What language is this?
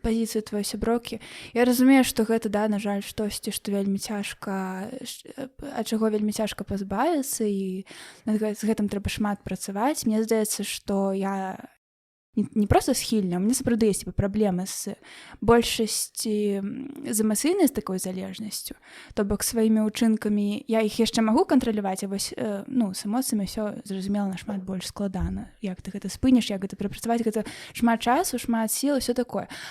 Belarusian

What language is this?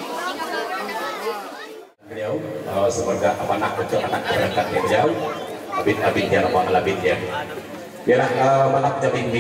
Minangkabau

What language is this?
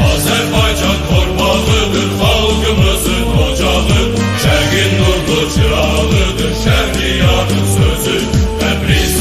South Azerbaijani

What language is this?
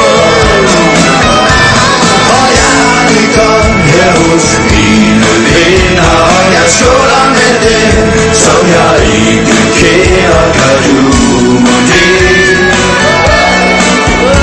Danish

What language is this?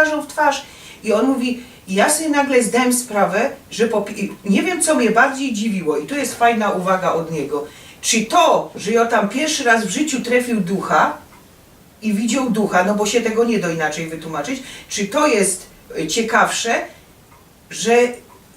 Silesian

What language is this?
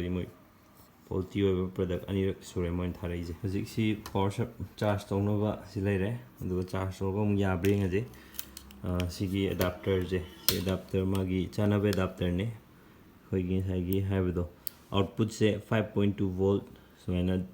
Manipuri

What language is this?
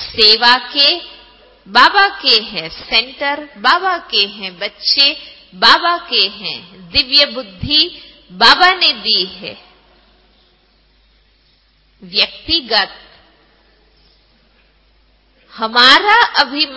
Hindi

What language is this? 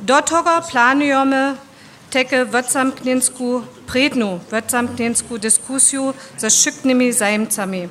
Lower Sorbian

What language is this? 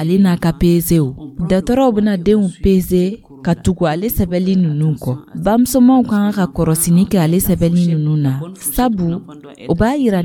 Dyula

